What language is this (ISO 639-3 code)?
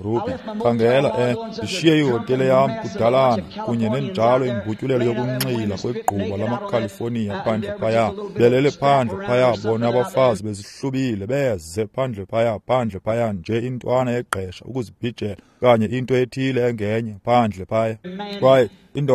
xho